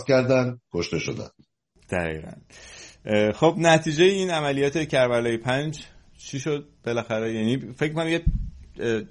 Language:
Persian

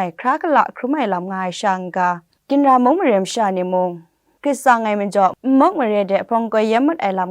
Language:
Kachin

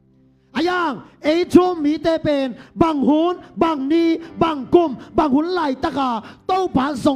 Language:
Tedim Chin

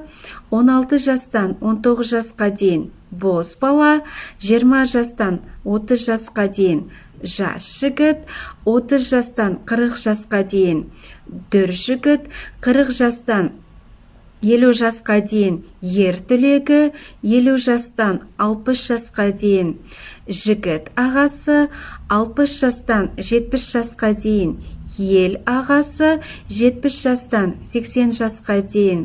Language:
Kazakh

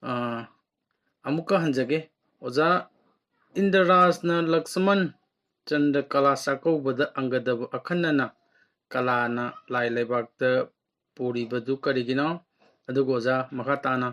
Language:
Manipuri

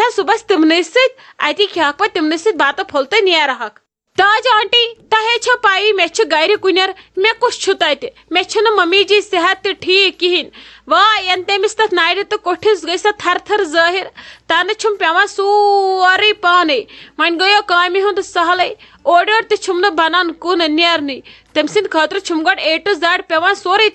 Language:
Kashmiri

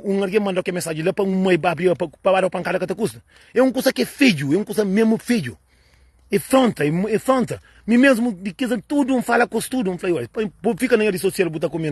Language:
Kabuverdianu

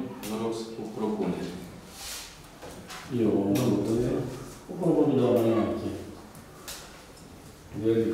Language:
Romanian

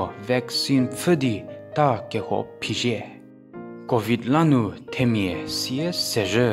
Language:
Angami Naga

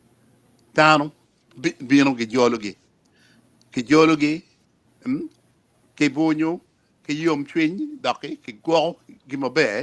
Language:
Acoli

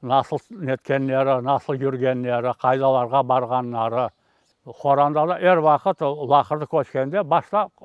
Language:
Crimean Tatar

